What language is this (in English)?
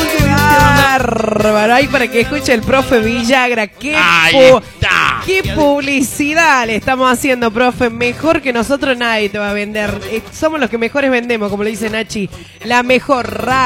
Spanish